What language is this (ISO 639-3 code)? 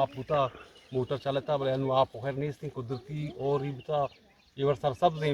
bgp